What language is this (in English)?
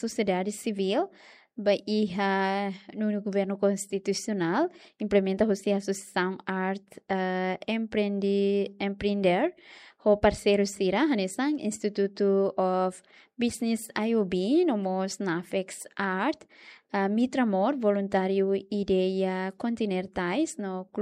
Tetum